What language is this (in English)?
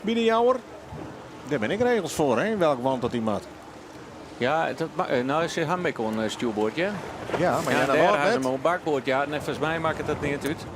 Western Frisian